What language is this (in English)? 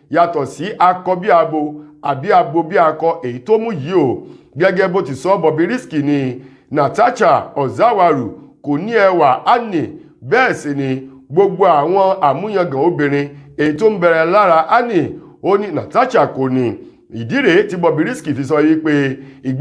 Yoruba